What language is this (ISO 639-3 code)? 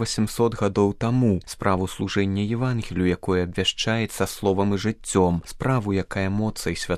bel